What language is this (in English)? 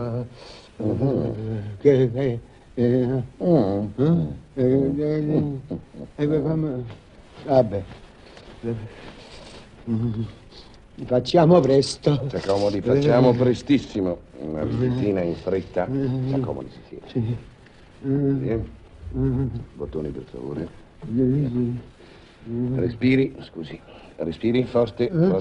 Italian